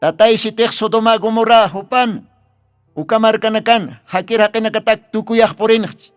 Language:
Aymara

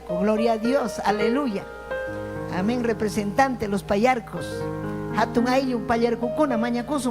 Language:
Ayacucho Quechua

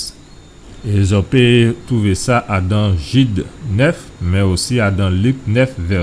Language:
Guadeloupean Creole French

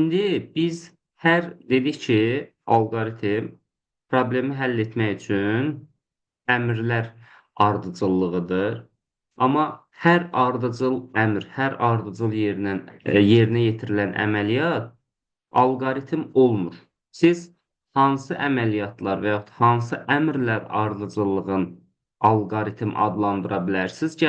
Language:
Azerbaijani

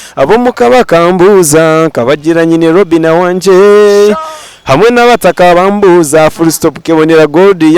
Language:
Nyankole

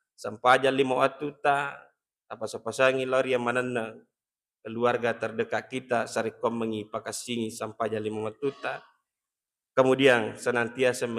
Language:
Buginese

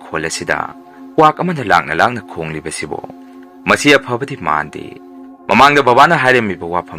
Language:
Manipuri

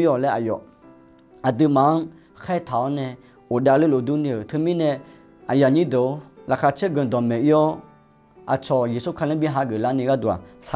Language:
Akha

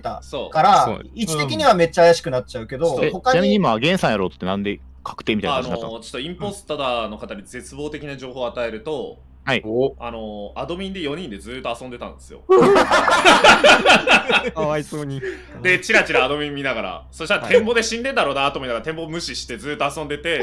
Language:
Japanese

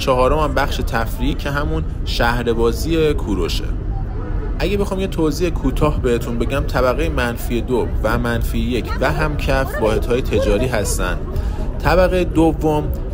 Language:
Persian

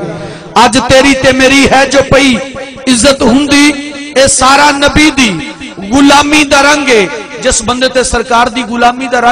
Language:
Saraiki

